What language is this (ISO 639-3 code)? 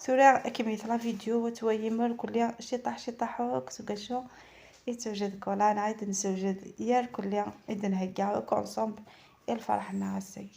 arq